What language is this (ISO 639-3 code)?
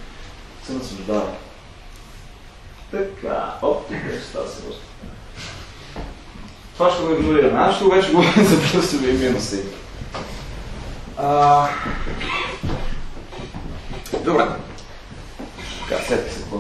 bul